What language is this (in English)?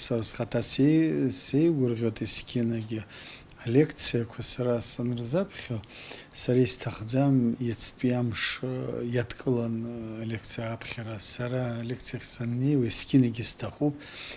Abkhazian